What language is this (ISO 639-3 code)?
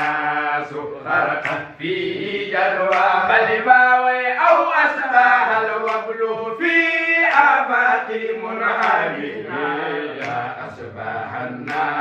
ful